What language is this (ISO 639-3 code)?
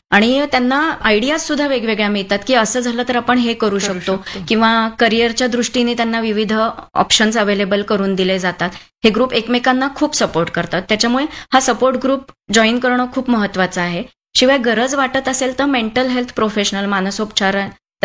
mar